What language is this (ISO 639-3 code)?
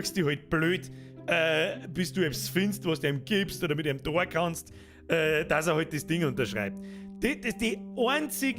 bar